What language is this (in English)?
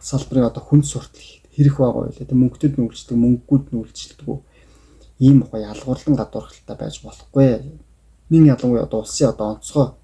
Mongolian